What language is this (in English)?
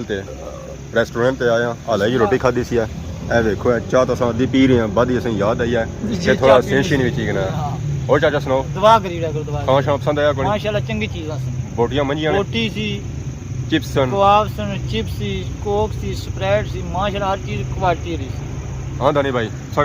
Pahari-Potwari